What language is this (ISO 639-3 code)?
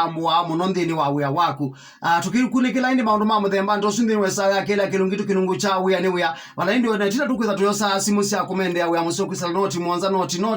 kam